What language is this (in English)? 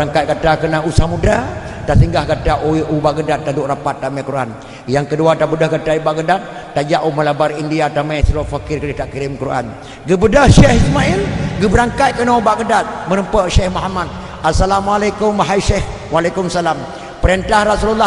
Achinese